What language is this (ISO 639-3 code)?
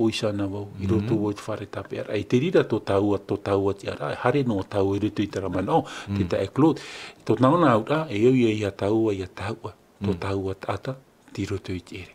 tah